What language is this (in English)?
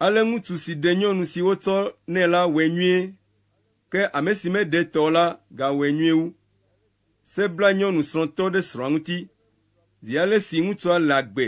Ewe